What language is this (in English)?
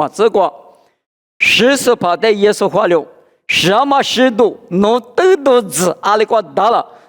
Lisu